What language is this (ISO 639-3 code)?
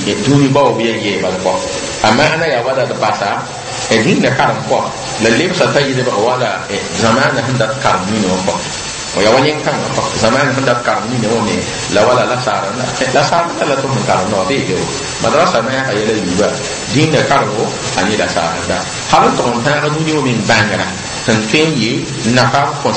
mos